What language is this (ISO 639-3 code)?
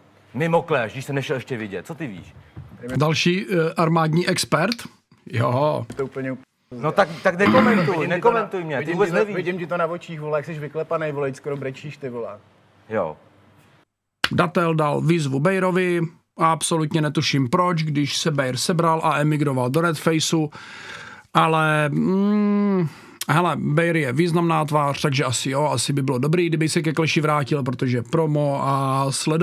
ces